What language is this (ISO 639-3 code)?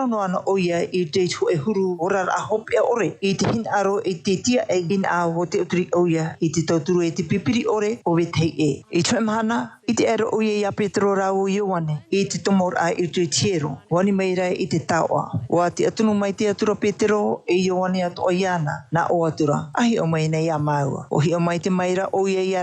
tah